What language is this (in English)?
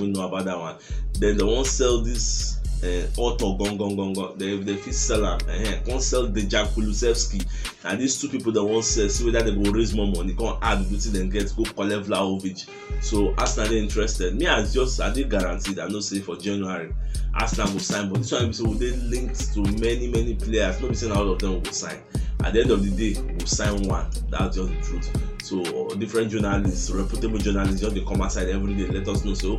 Nigerian Pidgin